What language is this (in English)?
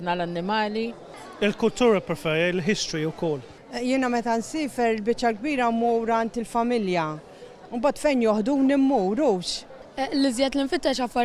Maltese